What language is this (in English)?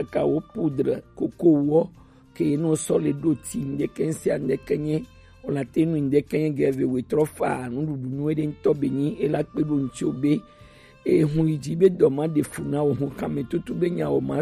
Gen